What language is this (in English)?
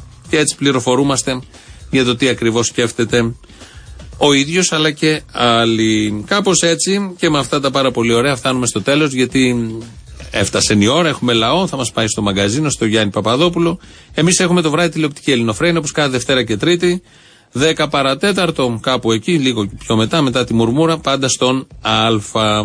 Greek